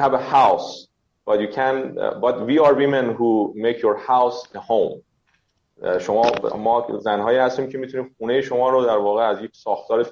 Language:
Persian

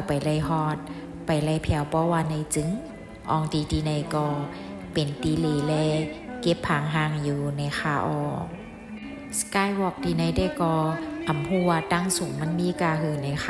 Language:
Shan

